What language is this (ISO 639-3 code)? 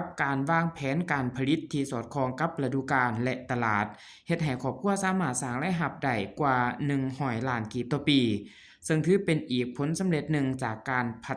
lao